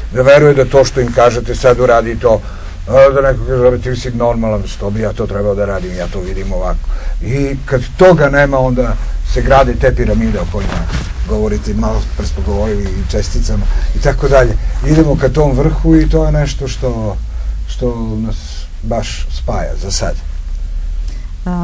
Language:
Serbian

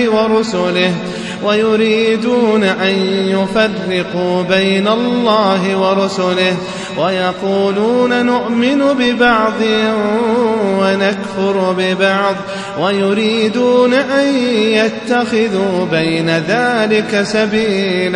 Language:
Arabic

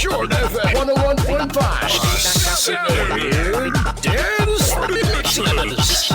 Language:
Hiligaynon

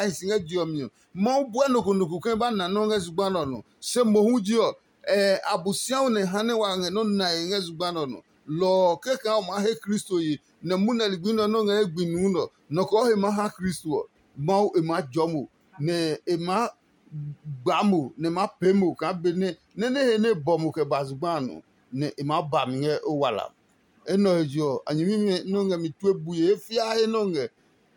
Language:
Adangme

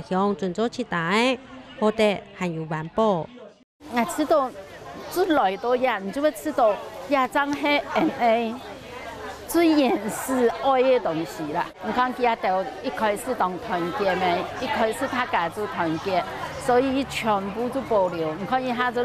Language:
Hakka Chinese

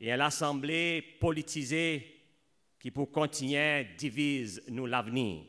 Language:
Seselwa Creole French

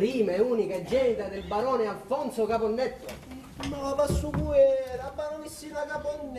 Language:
Sicilian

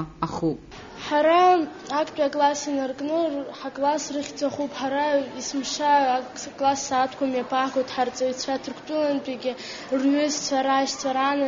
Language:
Abkhazian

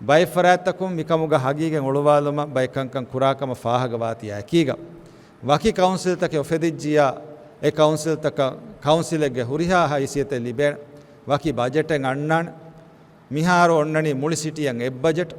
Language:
Divehi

